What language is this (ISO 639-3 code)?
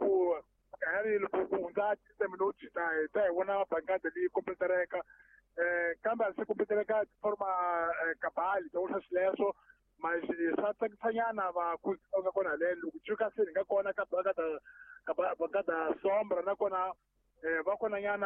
tso